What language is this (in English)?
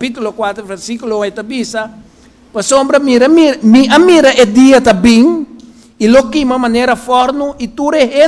Papiamento